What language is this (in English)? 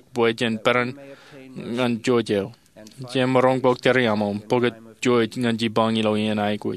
Marshallese